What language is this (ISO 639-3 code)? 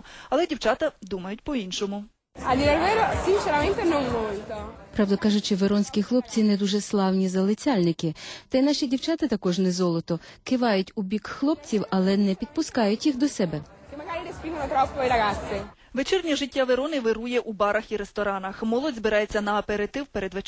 ukr